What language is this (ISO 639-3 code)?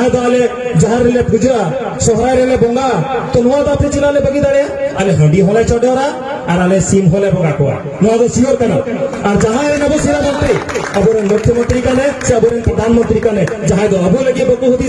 sat